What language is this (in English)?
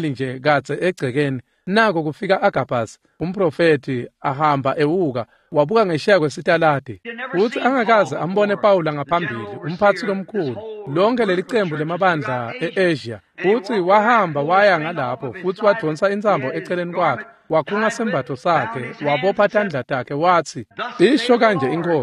Swati